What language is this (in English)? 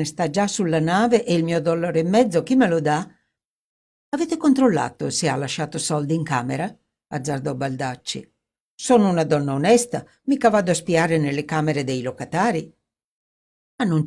Italian